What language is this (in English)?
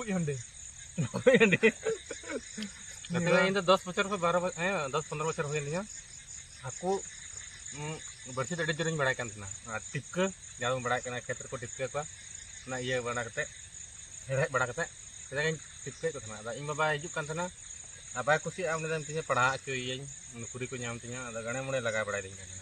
Santali